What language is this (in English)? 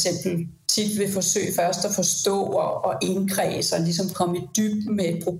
Danish